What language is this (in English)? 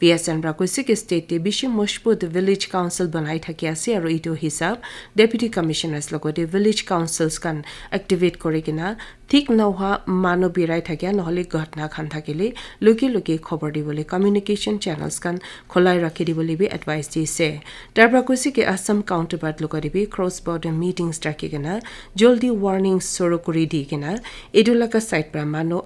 Naga Pidgin